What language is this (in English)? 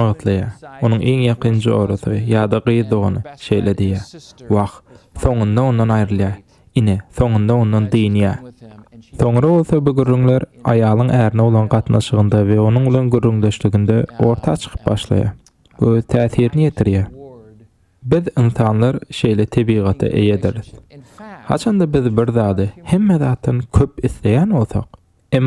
Turkmen